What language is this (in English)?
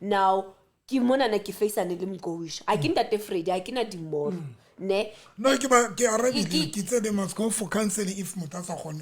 Southern Sotho